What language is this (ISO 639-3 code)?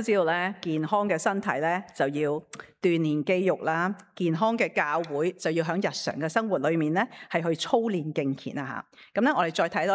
yue